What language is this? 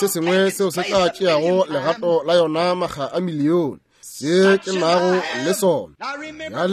Northern Sotho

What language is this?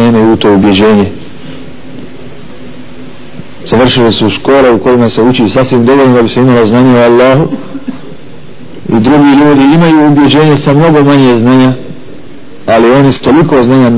Bosnian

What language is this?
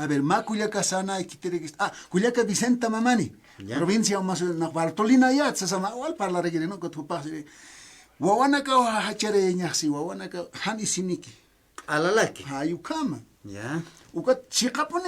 Aymara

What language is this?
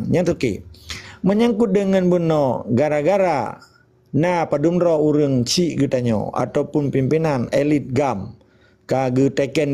Achinese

